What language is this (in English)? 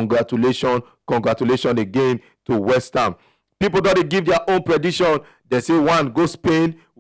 Nigerian Pidgin